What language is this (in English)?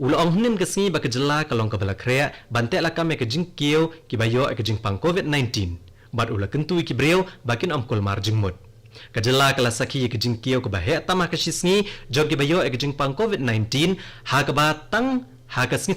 Khasi